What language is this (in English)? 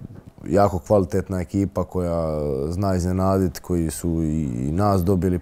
Croatian